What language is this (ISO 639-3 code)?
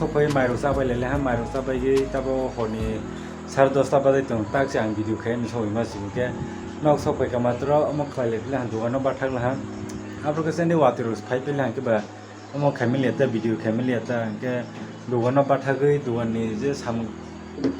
trp